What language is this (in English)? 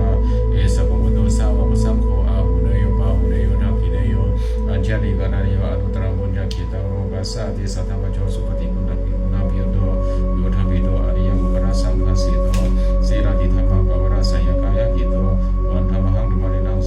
Pali